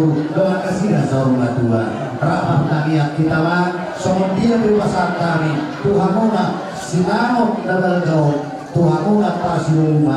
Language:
Batak Toba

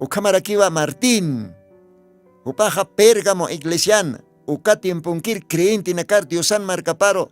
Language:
Aymara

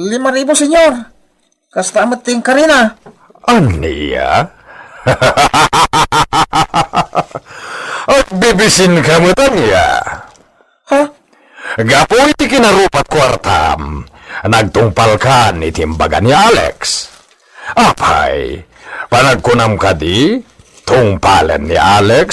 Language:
Iloko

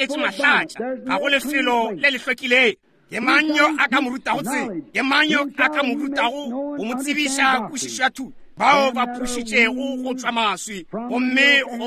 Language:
Northern Sotho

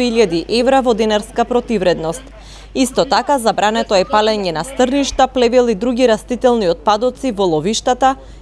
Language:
Macedonian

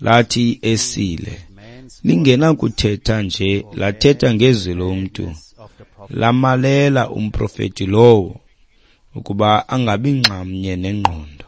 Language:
Xhosa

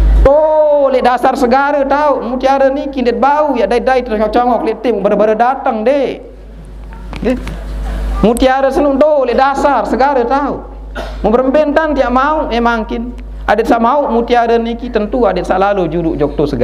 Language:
Sasak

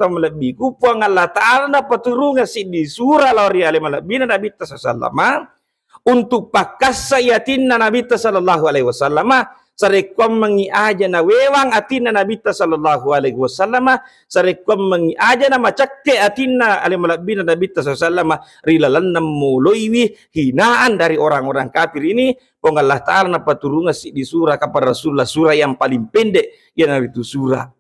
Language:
Buginese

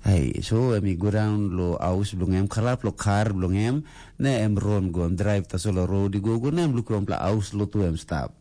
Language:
Tok Pisin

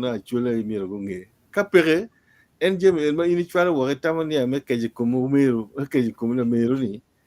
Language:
Acoli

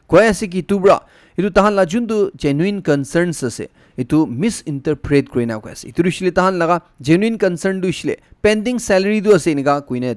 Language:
Naga Pidgin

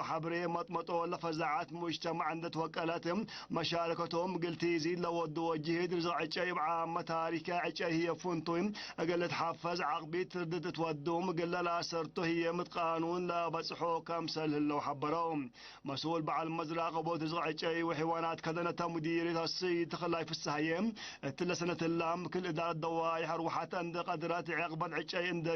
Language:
Tigre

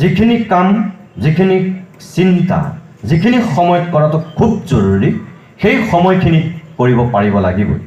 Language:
Assamese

